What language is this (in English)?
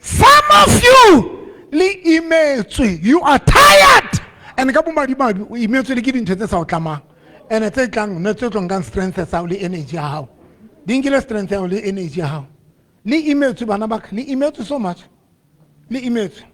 Southern Sotho